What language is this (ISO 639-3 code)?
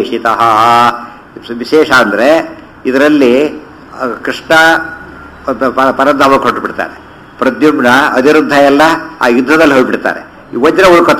kan